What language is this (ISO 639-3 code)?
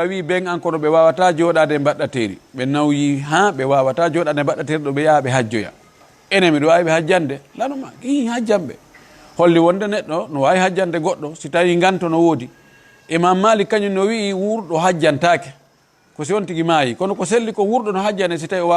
ful